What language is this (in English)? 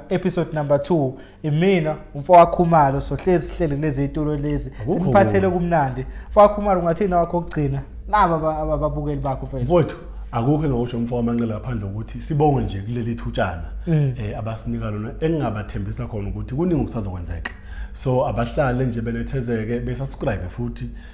Zulu